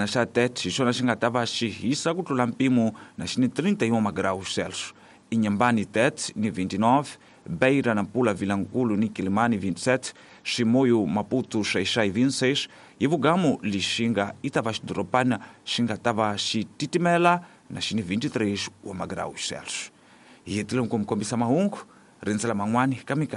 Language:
Tsonga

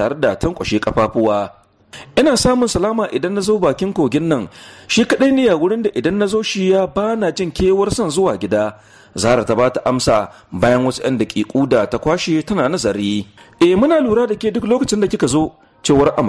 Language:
Hausa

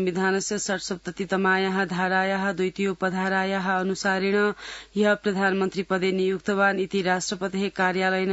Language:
Sanskrit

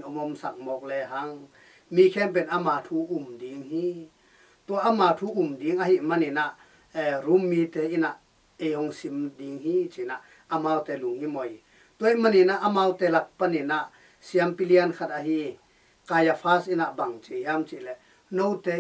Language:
Tedim Chin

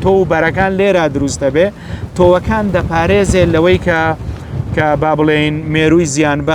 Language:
Central Kurdish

